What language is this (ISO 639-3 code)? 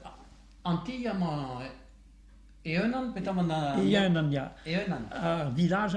bre